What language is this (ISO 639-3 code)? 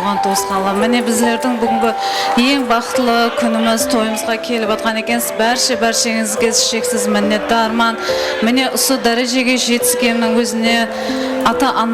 kaa